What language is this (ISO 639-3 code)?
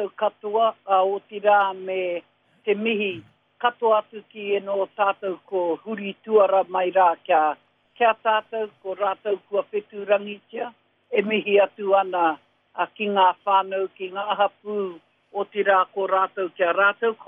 mri